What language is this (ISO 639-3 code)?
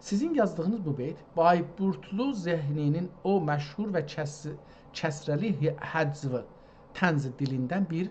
azb